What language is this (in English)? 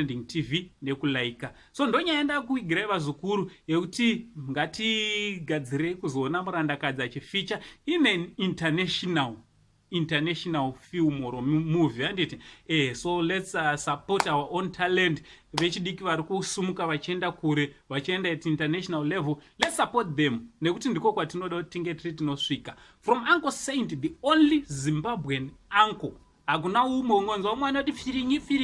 Shona